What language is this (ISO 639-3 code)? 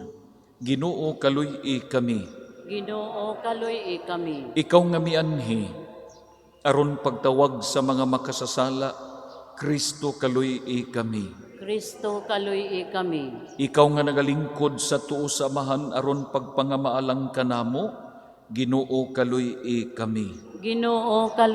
ceb